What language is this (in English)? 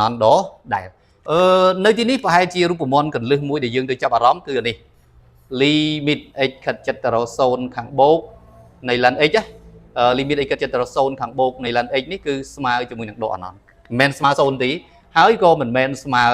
Khmer